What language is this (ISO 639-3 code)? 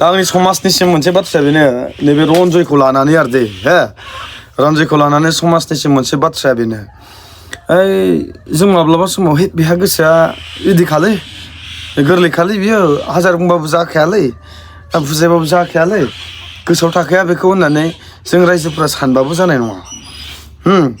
brx